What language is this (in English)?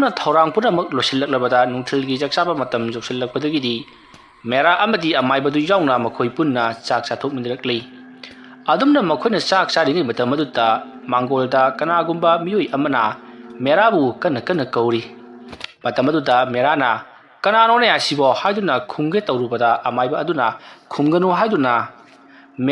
Manipuri